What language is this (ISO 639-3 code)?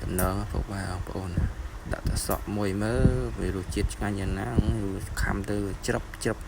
khm